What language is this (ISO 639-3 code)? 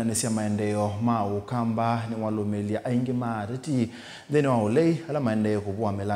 kam